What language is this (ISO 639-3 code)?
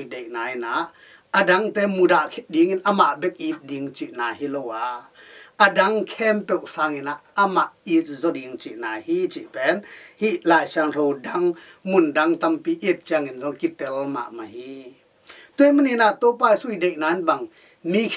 ctd